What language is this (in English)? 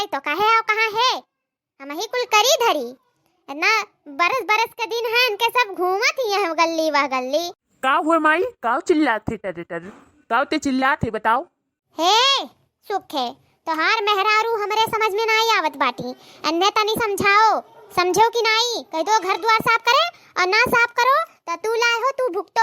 Awadhi